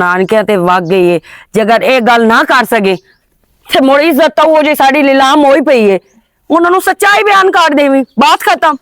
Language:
Western Panjabi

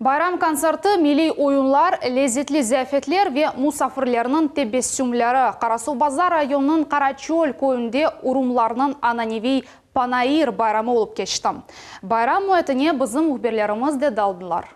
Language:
Crimean Tatar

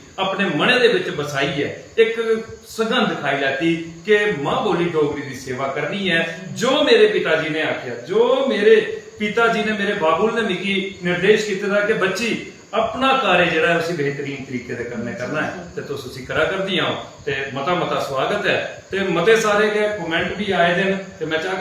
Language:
Dogri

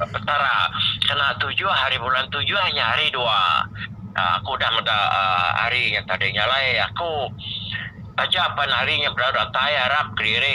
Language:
Iban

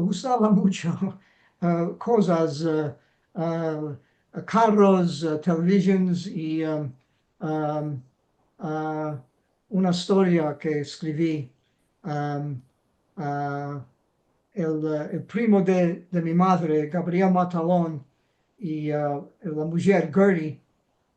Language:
Ladino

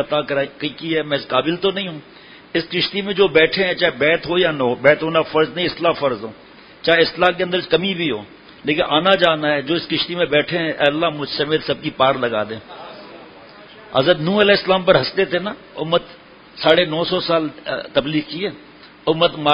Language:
Urdu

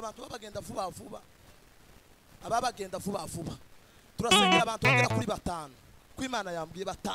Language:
Kinyarwanda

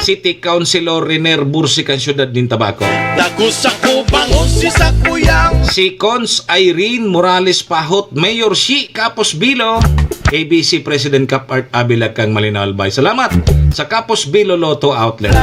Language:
Bikol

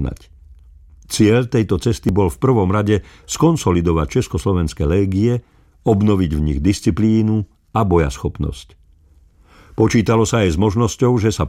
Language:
Slovak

